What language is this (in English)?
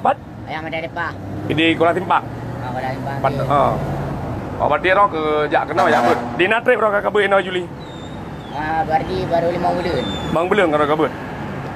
Achinese